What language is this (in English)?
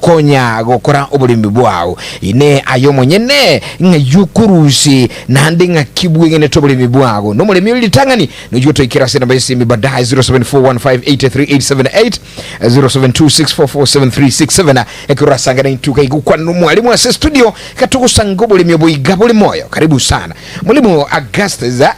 Gusii